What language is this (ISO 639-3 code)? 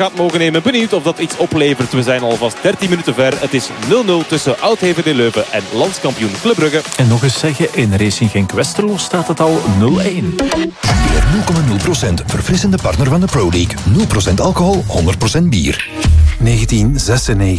nld